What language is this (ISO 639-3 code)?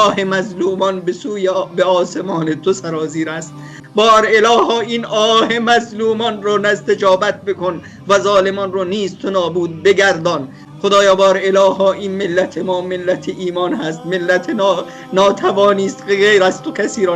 fas